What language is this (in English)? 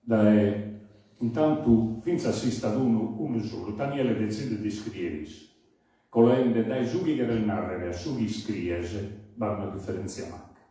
Sardinian